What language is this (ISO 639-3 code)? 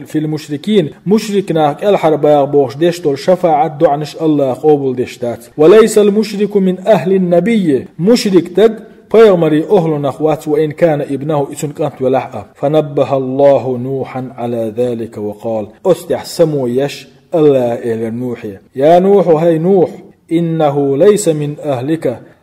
che